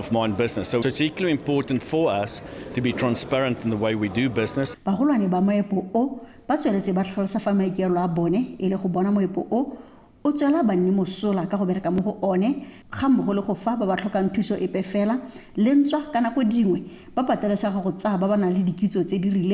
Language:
Tswana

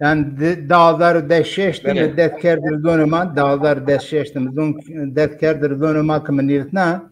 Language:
Zaza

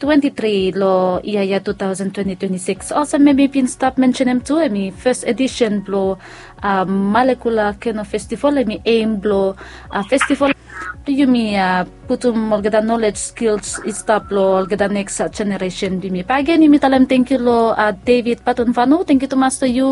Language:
Bislama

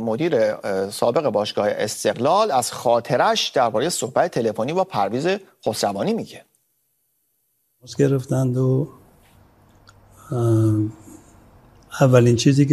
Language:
Persian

